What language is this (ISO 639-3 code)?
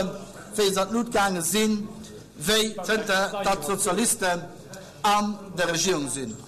ltz